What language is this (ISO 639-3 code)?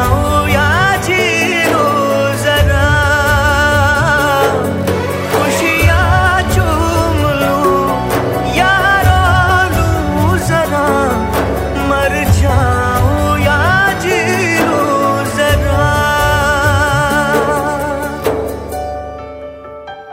hin